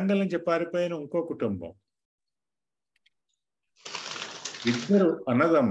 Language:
Telugu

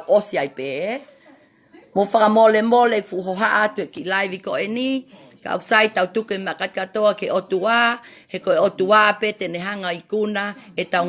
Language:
Tongan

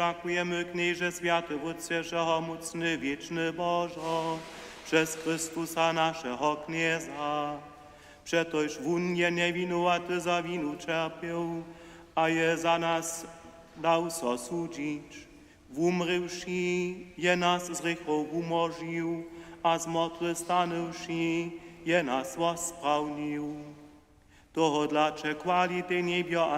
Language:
Upper Sorbian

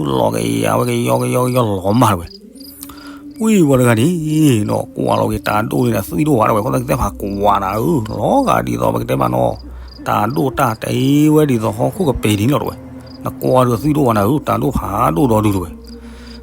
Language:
S'gaw Karen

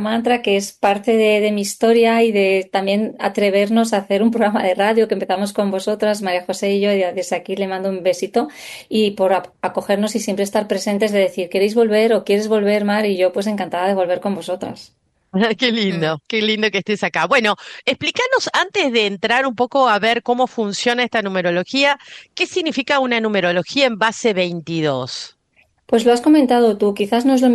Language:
Spanish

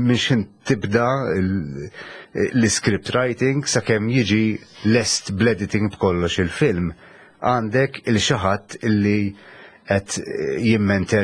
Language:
Maltese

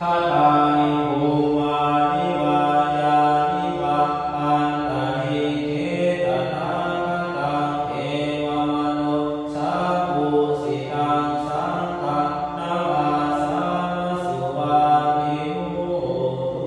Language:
Pali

